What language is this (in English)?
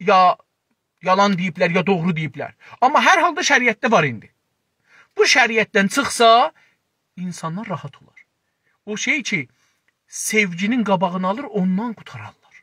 South Azerbaijani